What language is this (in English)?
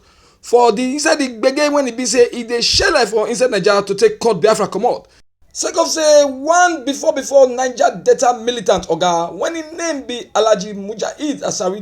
Nigerian Pidgin